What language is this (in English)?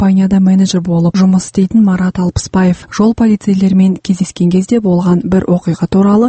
Kazakh